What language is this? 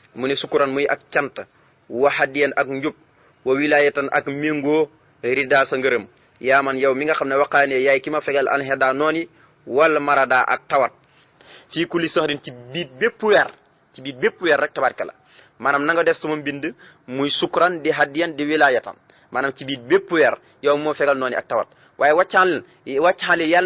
Wolof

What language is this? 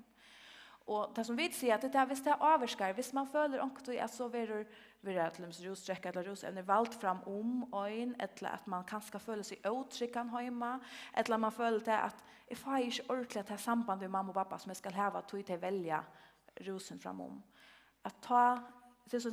Faroese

